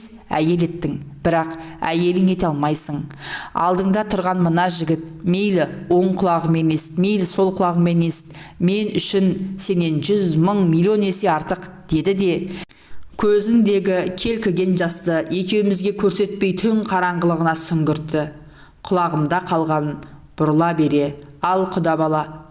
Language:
Kazakh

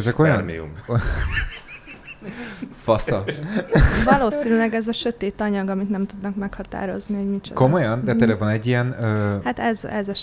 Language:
Hungarian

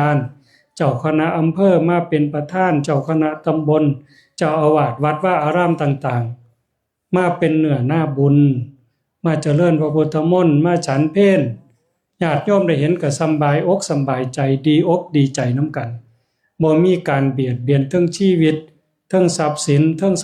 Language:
Northeastern Thai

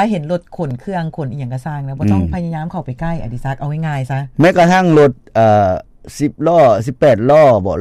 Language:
Lao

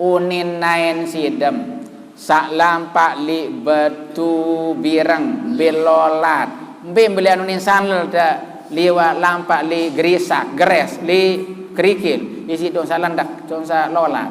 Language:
Sasak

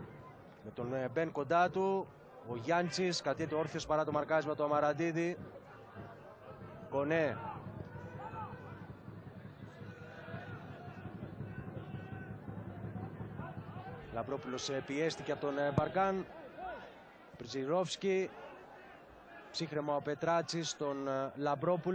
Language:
Greek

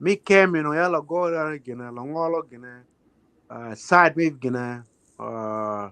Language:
Acoli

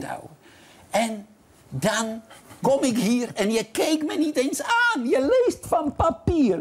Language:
Dutch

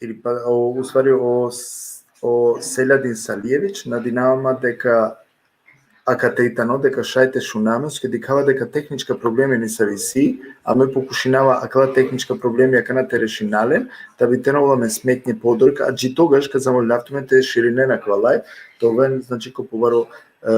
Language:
Balkan Romani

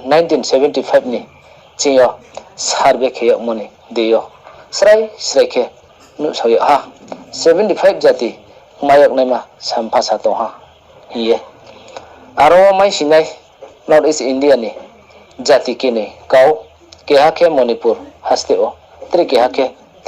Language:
Riang (India)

